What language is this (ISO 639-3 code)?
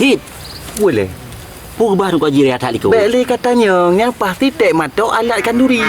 ace